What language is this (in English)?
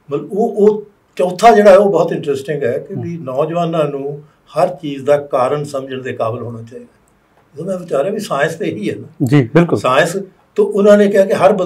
Punjabi